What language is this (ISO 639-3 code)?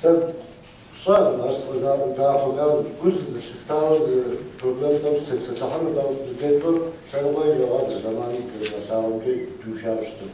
kbd